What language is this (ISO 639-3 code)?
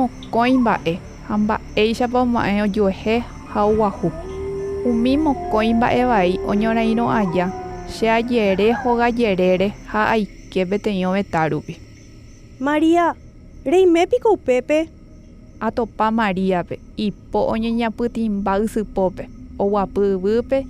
grn